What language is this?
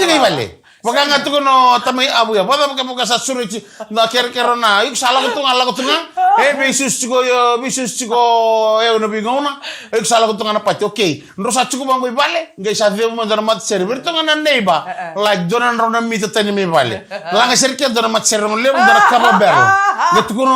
Fijian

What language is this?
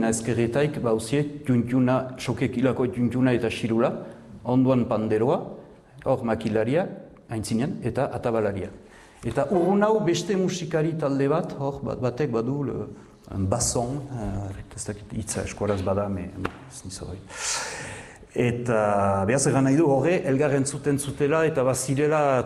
Basque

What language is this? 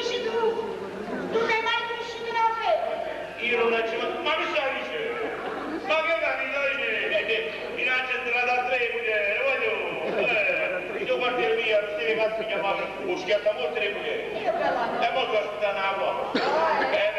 Neapolitan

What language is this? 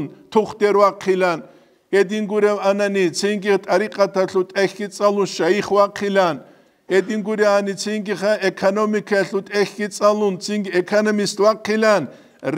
Avaric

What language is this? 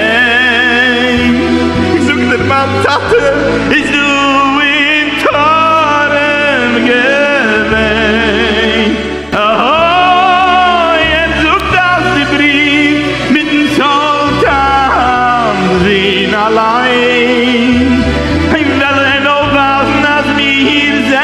Yiddish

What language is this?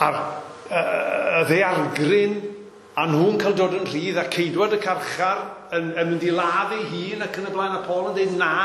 Welsh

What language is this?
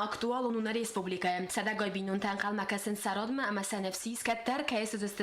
Ossetic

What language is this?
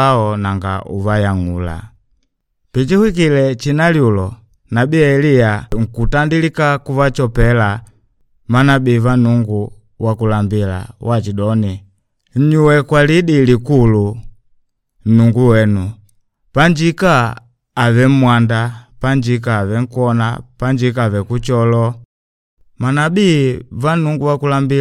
Makonde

